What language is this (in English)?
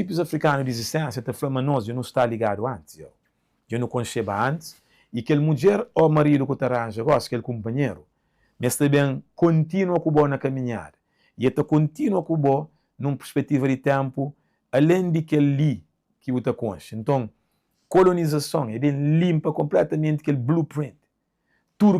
Kabuverdianu